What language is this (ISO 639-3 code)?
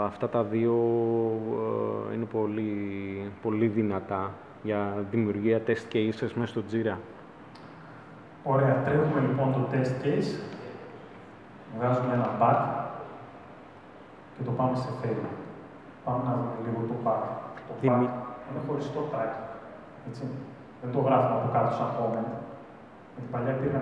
ell